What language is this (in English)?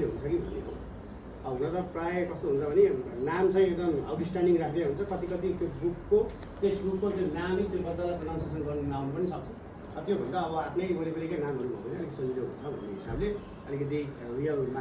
Nepali